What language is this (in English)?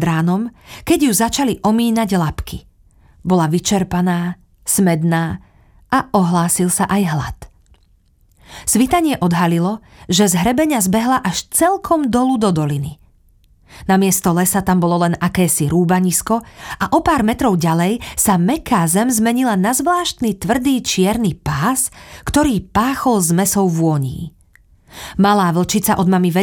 Slovak